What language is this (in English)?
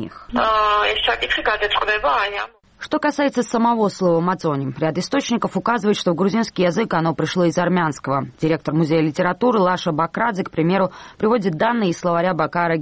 Russian